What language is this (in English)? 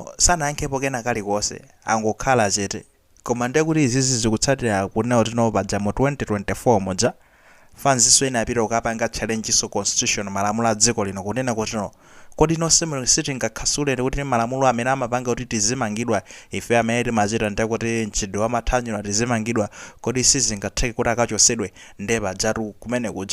Nyanja